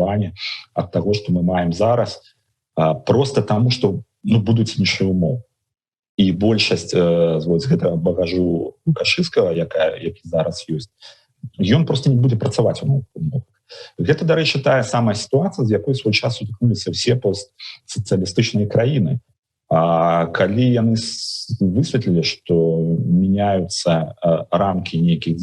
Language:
Belarusian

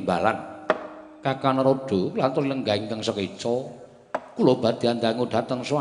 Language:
Javanese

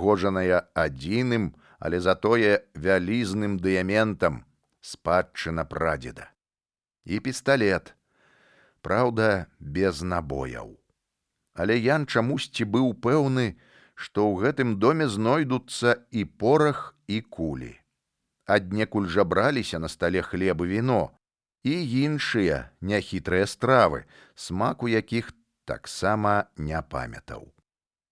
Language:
Belarusian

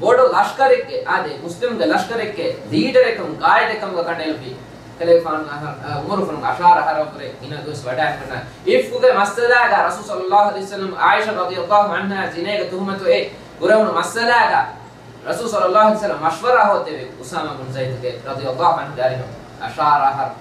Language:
Divehi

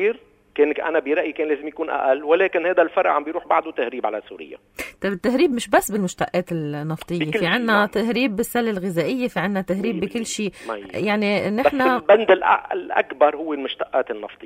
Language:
North Levantine Arabic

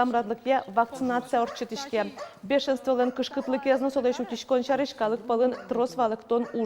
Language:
Udmurt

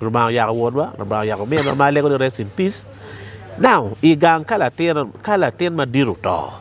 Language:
Acoli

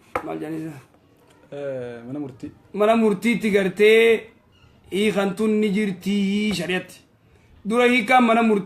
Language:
Oromo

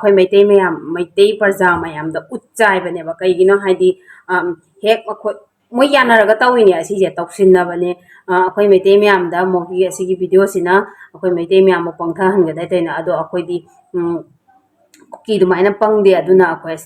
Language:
Manipuri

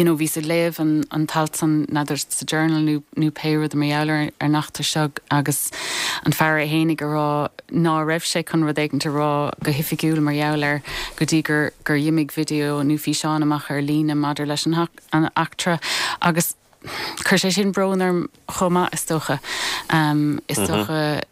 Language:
Irish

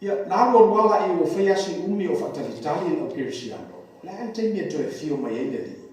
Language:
Samoan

